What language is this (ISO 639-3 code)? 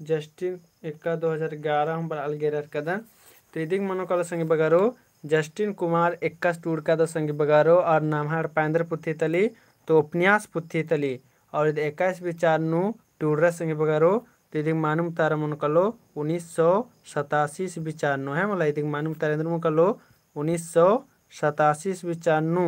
kru